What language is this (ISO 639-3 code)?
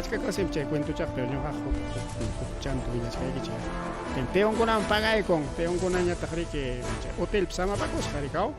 quy